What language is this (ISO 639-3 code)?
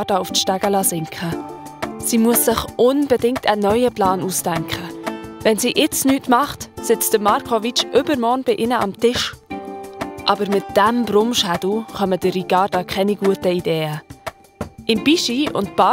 gsw